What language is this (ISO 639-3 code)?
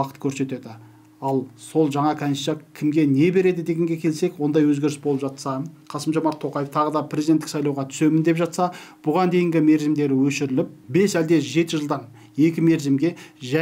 kaz